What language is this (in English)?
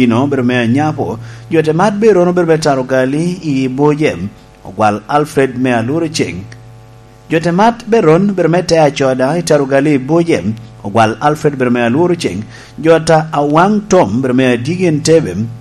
Lango (Uganda)